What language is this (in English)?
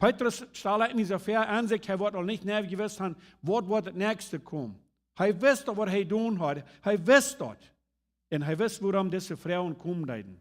Plautdietsch